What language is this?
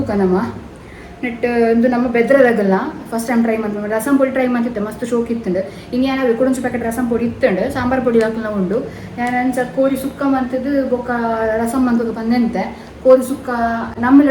Tulu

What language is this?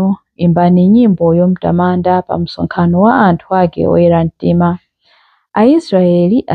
Nyanja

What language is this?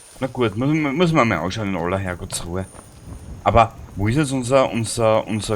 Bavarian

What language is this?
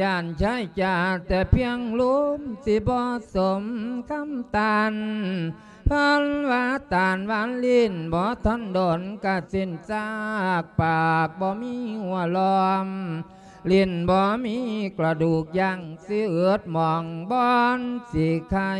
Lao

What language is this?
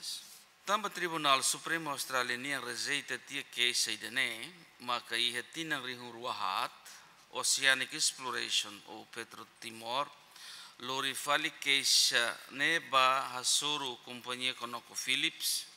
Tetum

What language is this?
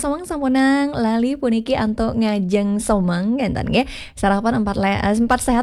Balinese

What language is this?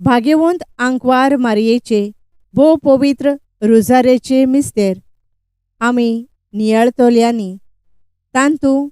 Konkani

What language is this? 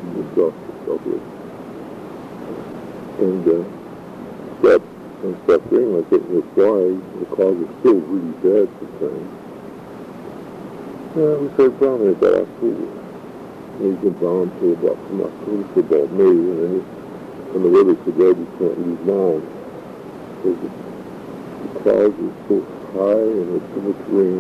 English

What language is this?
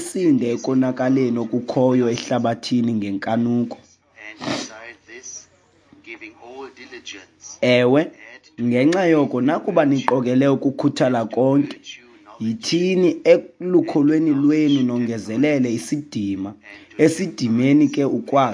Xhosa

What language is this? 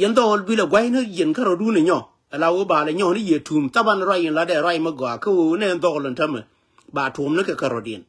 Nuer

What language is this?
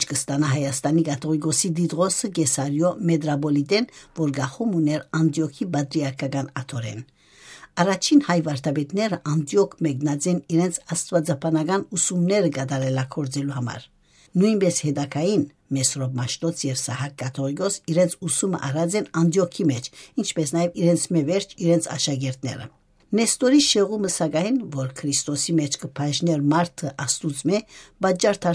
Western Armenian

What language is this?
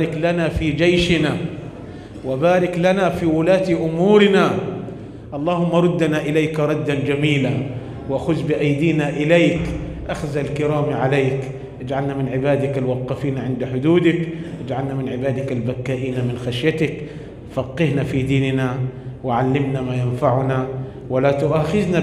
Arabic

